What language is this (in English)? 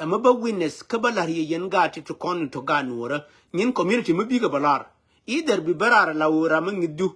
Nuer